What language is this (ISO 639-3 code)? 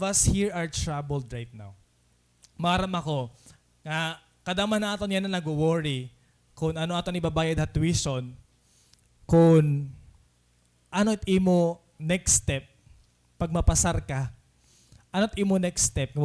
war